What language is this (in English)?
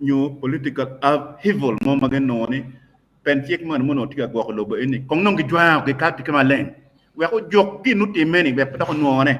Acoli